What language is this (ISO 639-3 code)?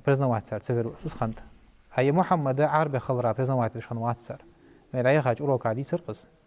inh